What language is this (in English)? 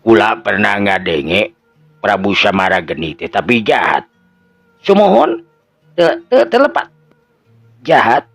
Sundanese